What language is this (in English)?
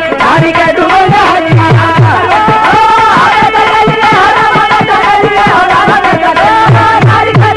Bhojpuri